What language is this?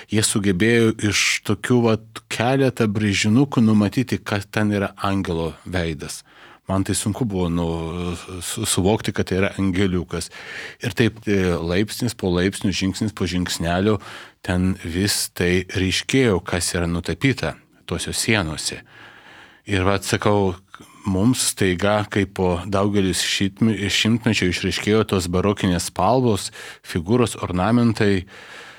Lithuanian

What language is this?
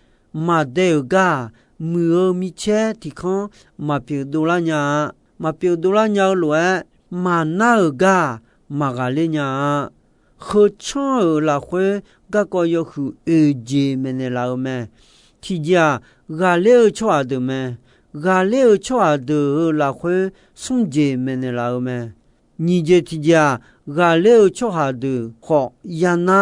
Akha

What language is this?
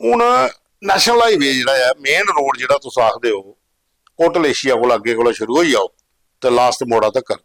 Dogri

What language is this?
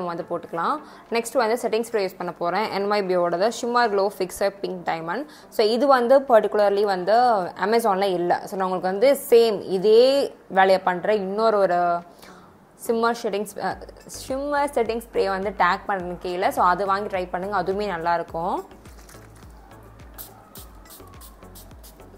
Tamil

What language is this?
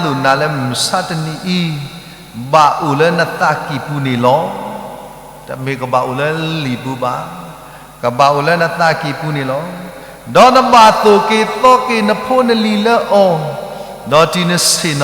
S'gaw Karen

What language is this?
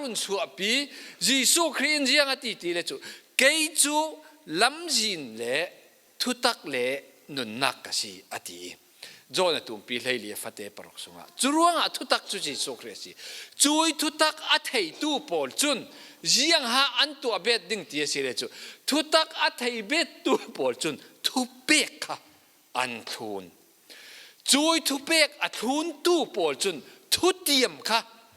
Falam Chin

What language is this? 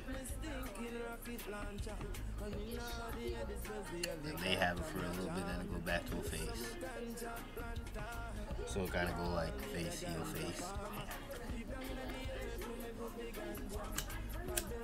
English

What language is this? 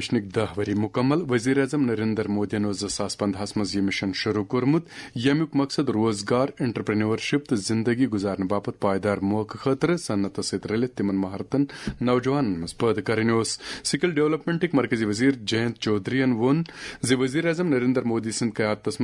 Kashmiri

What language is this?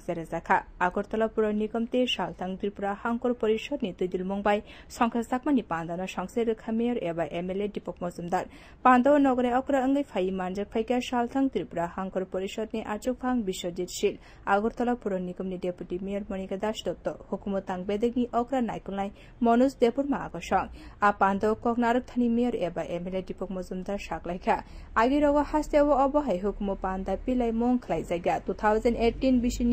Kok Borok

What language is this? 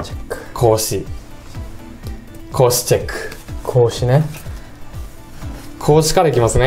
Japanese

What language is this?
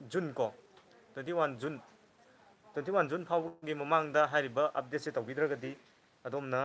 Manipuri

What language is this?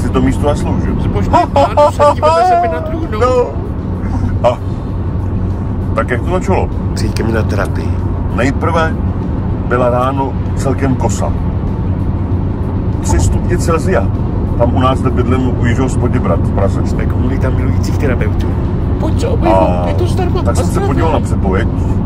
Czech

